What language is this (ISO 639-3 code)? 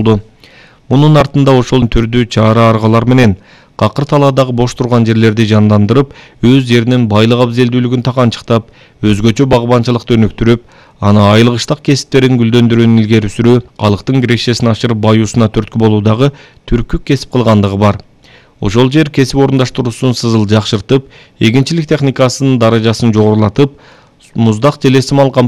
kir